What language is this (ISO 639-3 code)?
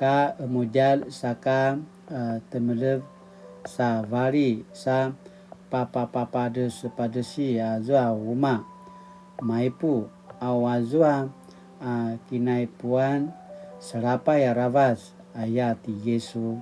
pwn